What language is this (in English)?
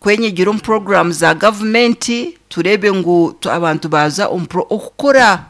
Nyankole